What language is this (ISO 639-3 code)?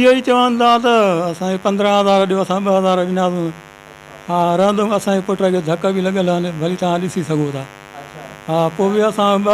snd